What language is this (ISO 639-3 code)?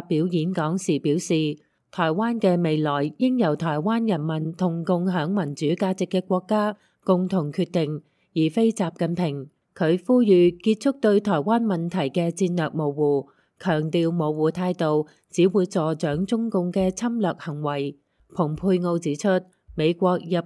yue